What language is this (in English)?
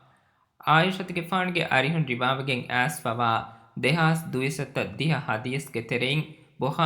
Divehi